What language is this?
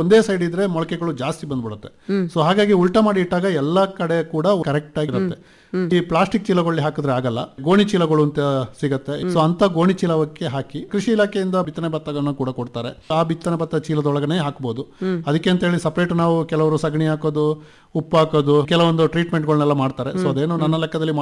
Kannada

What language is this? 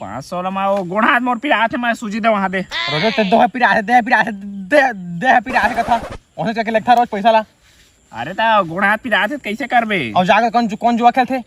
Chhattisgarhi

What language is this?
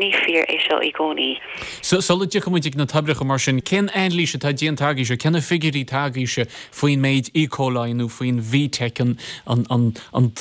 Irish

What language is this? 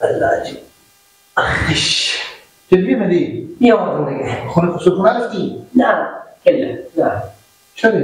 Persian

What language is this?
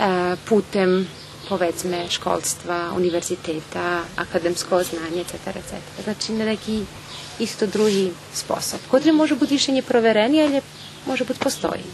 Rusyn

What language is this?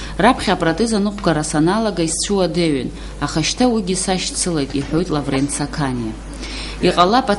Abkhazian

